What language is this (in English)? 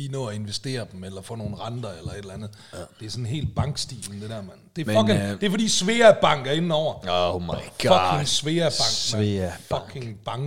Danish